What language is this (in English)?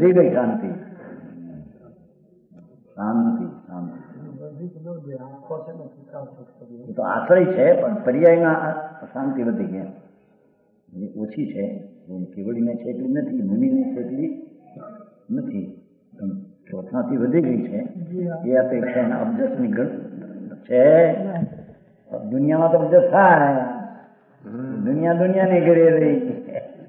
Gujarati